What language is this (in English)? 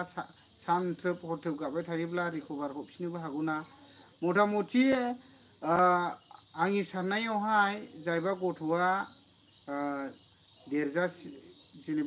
Bodo